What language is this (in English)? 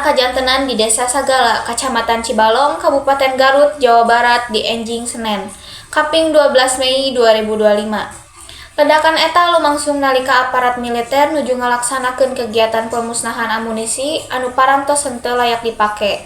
Sundanese